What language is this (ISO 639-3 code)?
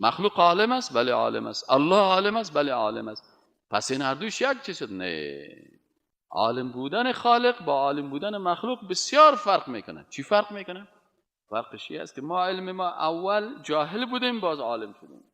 fas